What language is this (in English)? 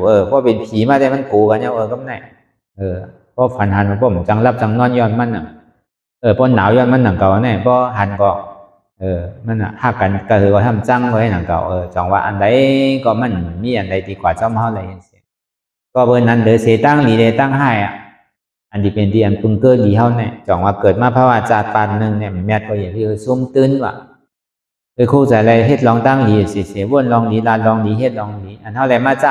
Shan